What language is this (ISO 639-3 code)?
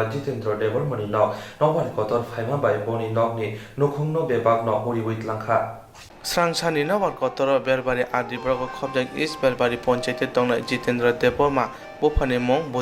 trp